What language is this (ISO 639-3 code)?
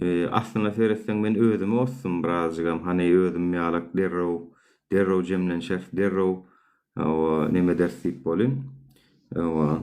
tuk